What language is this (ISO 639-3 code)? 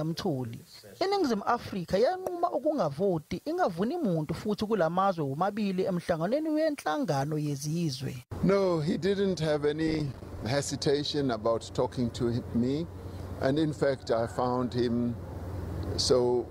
zul